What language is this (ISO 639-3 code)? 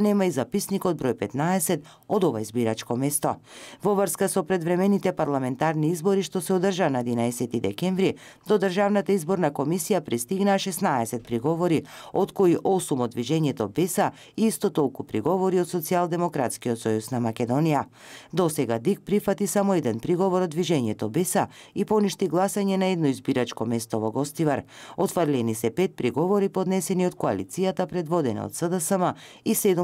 mkd